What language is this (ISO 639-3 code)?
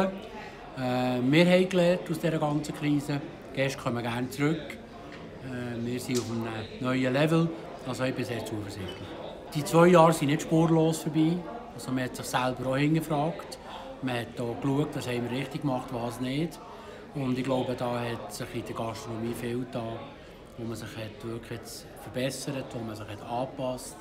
gsw